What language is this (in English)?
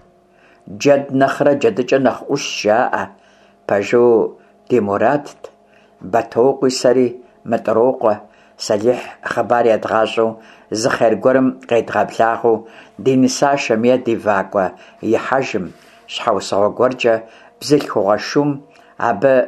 Kabardian